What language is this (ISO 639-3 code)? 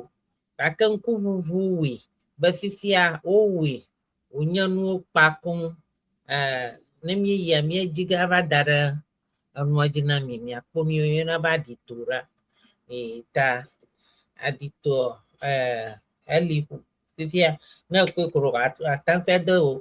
ewe